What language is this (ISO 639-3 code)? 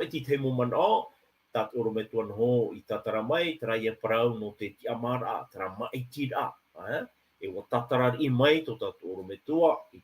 tah